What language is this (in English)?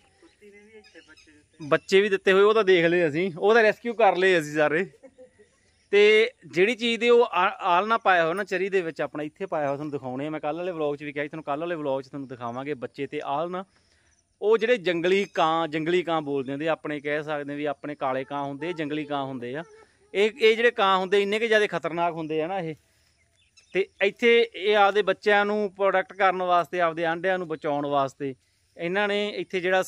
Punjabi